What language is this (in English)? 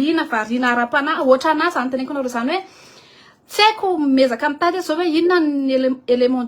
Malagasy